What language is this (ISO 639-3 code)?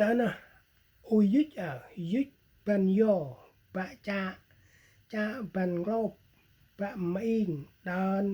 cmo